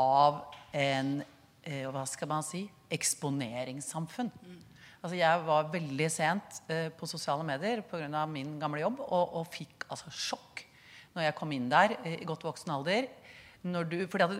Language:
Norwegian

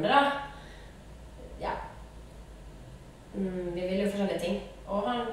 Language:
Norwegian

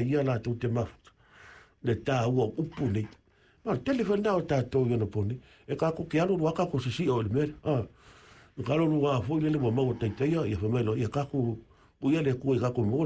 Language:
Samoan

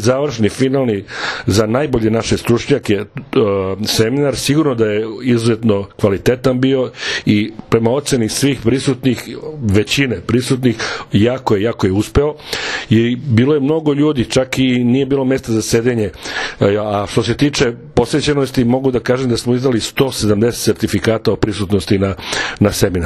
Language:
Serbian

